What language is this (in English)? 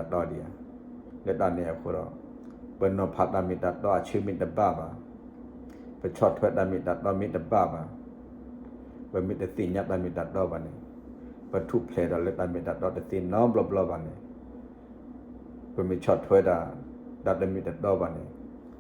S'gaw Karen